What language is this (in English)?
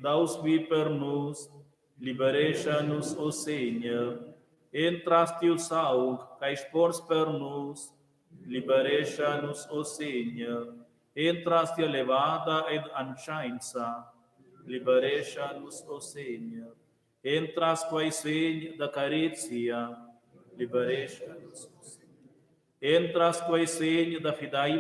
Romansh